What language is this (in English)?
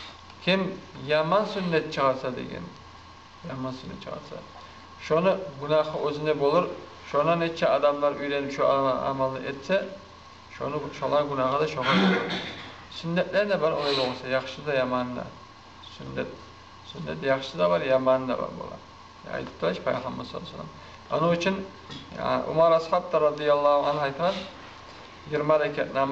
Kumyk